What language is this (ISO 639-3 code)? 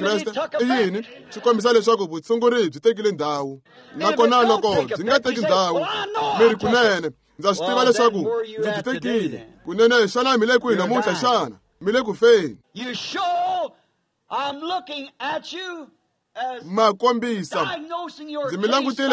tso